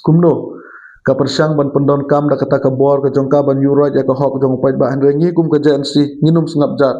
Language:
Khasi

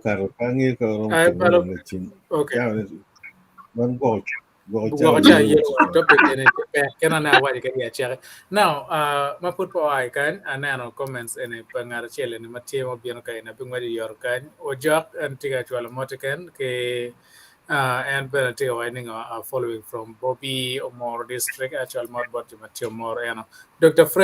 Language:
Acoli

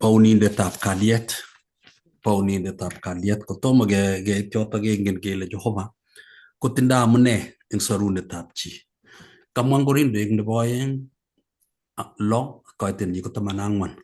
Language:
Kalenjin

